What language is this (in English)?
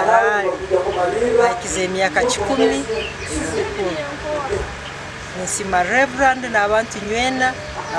Nyankole